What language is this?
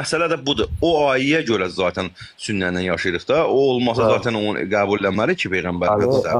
Azerbaijani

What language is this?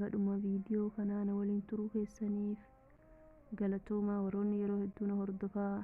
Oromo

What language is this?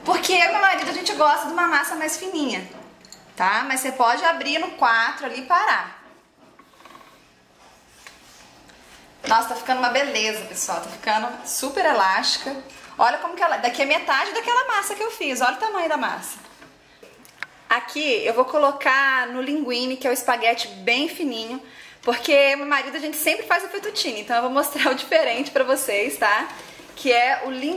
Portuguese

